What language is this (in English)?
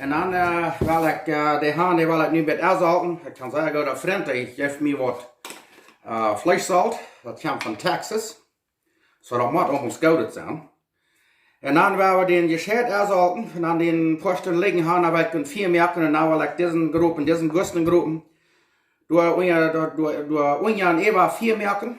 Plautdietsch